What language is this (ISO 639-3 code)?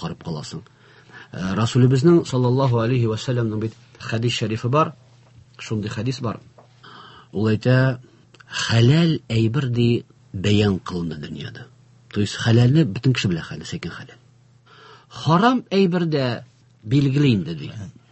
tat